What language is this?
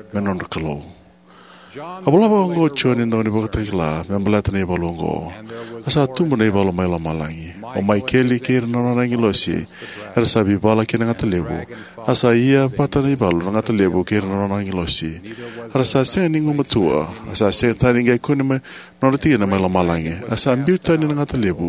Fijian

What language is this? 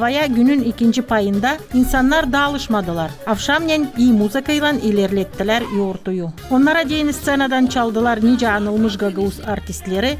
Gagauz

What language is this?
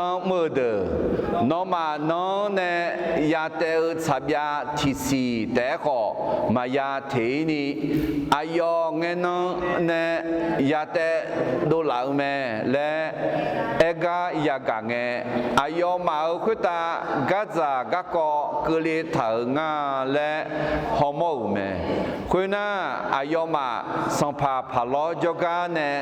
Akha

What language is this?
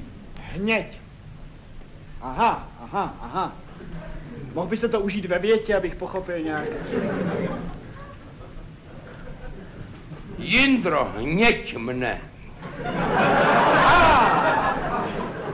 Czech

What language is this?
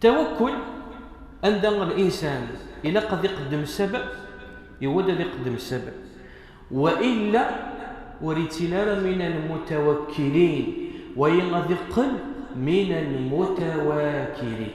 Kabyle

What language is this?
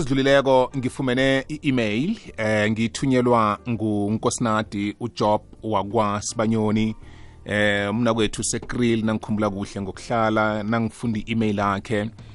South Ndebele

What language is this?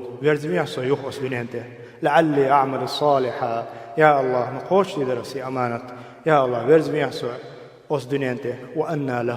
Chechen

